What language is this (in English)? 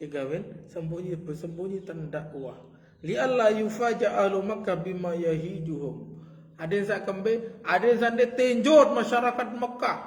Sasak